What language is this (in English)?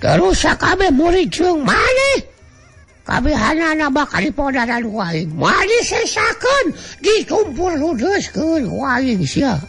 Sundanese